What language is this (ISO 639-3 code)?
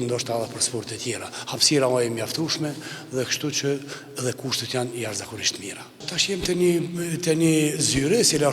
sqi